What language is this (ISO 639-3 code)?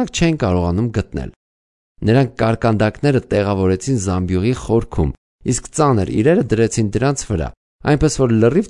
hye